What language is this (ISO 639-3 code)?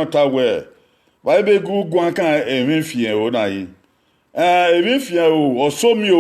bin